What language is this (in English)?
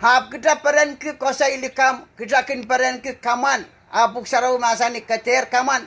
Pohnpeian